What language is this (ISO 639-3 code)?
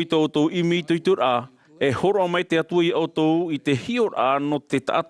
tah